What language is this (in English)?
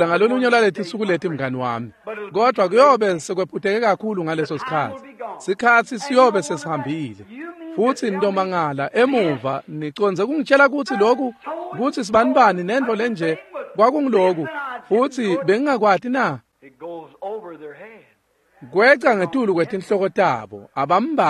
Swati